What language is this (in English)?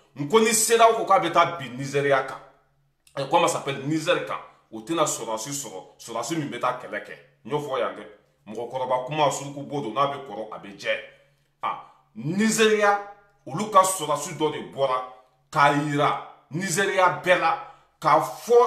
Bambara